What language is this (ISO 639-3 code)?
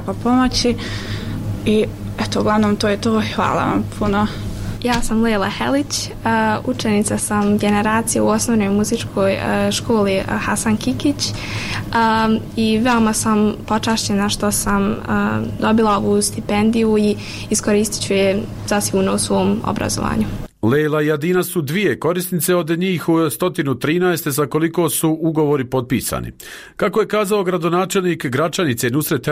bos